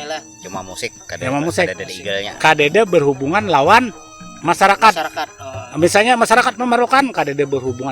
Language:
Banjar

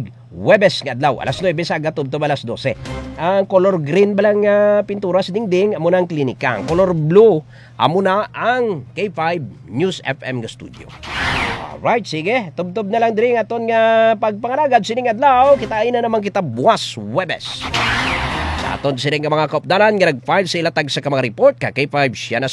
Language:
Hiligaynon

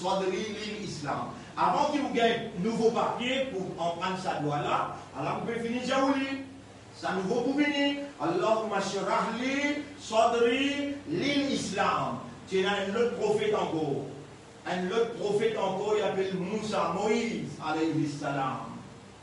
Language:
Morisyen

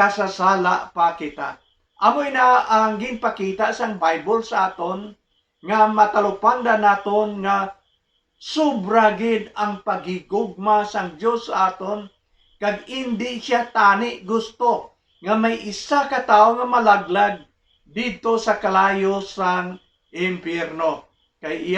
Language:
Hiligaynon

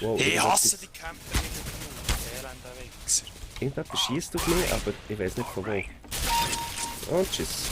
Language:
Swiss German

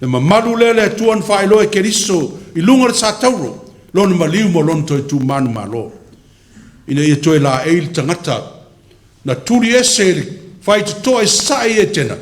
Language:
Samoan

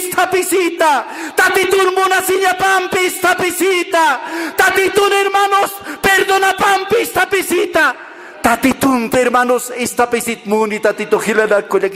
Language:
Aymara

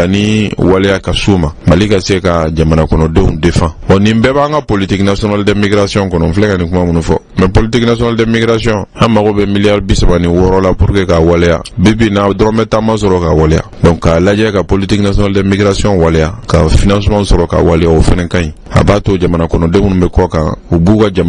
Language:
Bambara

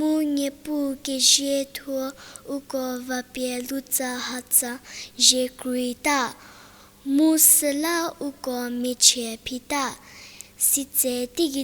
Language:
Angami Naga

